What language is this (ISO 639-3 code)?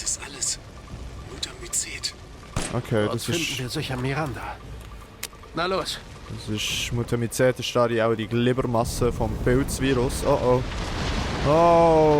gsw